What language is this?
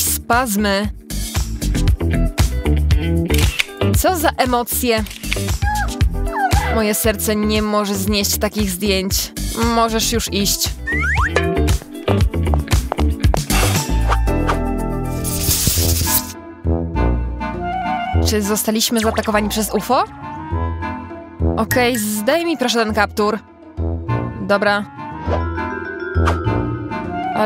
Polish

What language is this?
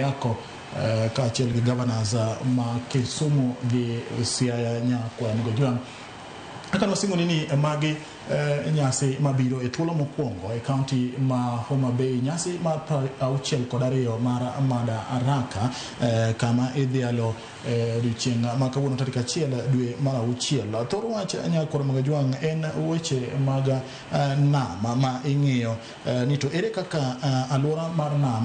Luo (Kenya and Tanzania)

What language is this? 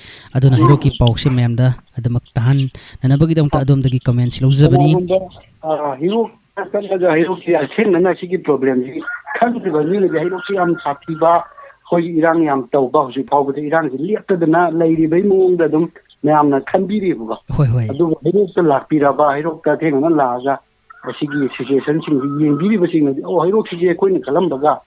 Manipuri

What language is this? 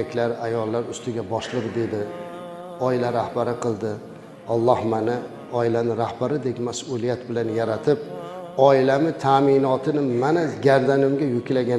Uzbek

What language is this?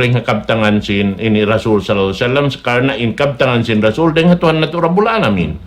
Tausug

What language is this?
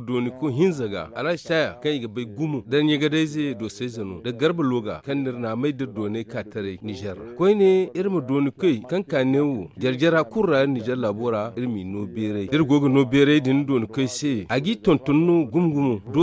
Zarma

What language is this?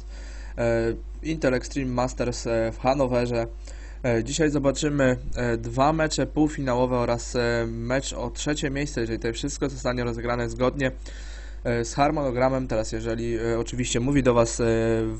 Polish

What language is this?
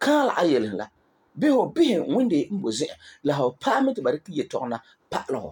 Frafra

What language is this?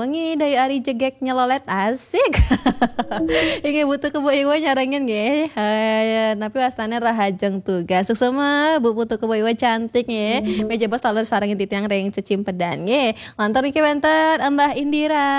Balinese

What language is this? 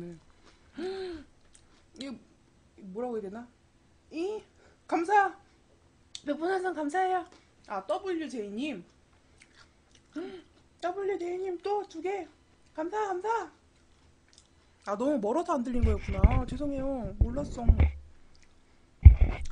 Korean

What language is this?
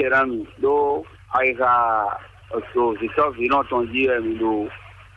Fon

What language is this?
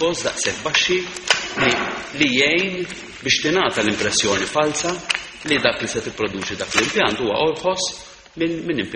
Maltese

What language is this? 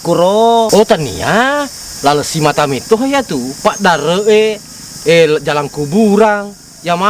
Buginese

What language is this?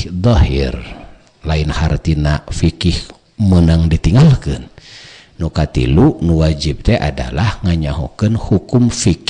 Sundanese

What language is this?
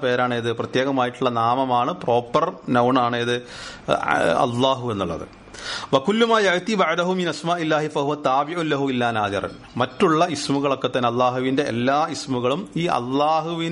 Malayalam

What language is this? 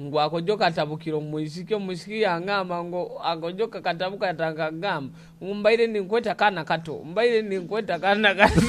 Nyoro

